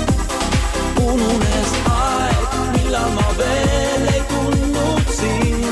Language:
Estonian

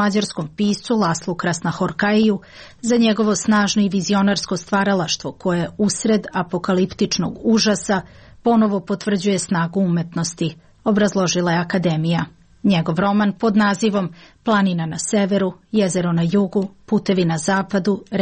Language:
Serbian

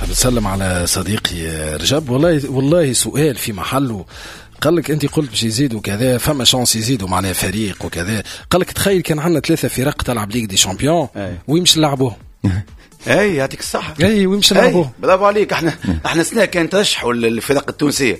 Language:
Tunisian Arabic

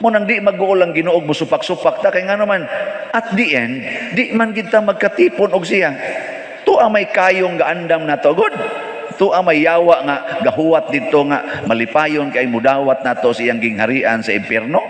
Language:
Cebuano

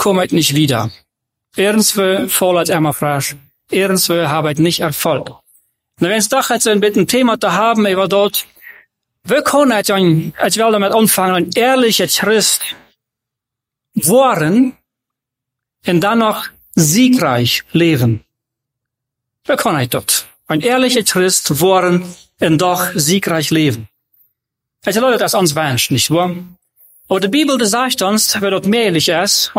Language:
German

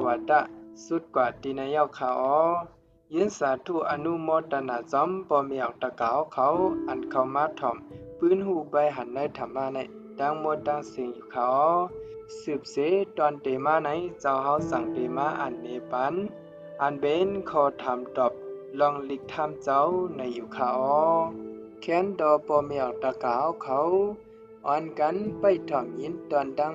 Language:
Shan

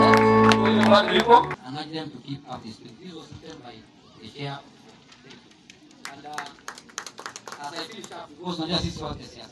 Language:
Swahili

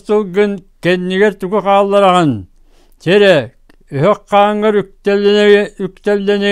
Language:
Yakut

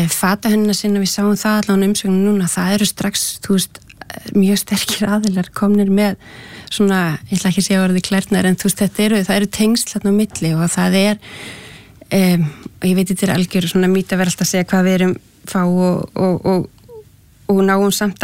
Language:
Icelandic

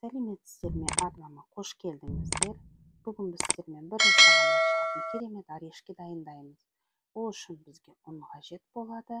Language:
Kazakh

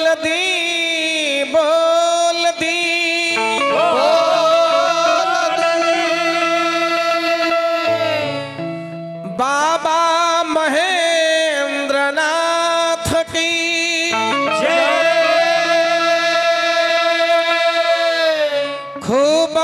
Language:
Bhojpuri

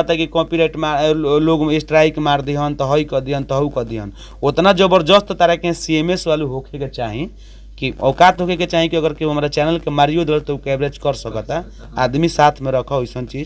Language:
Bhojpuri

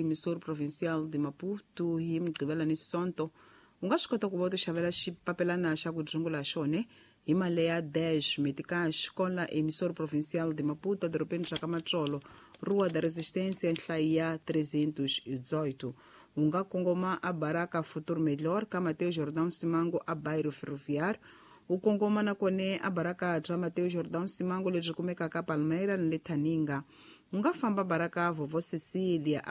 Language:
Tsonga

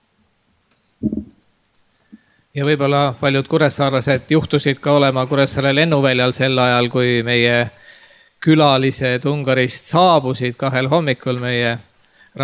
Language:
Estonian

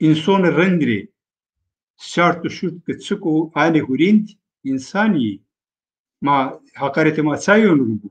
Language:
Zaza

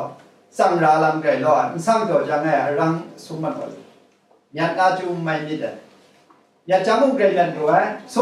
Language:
Kachin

